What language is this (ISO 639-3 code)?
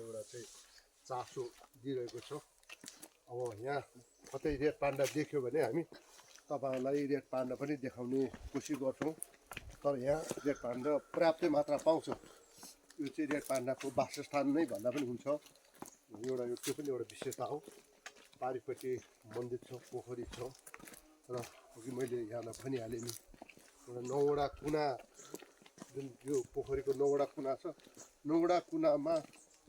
nep